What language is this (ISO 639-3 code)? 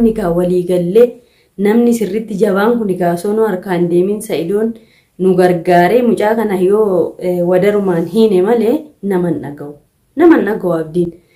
orm